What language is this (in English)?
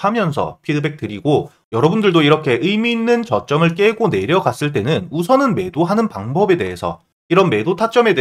Korean